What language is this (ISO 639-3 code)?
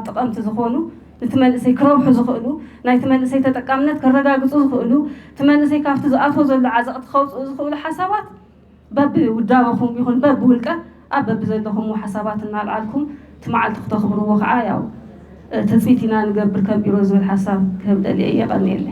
tir